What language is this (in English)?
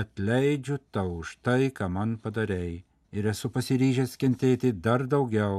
Lithuanian